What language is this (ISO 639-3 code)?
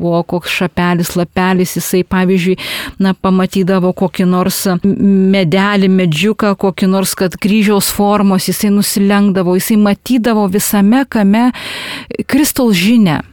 lit